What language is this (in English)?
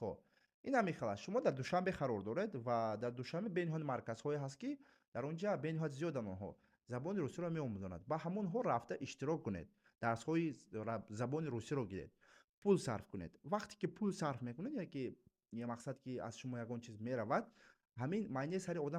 Tajik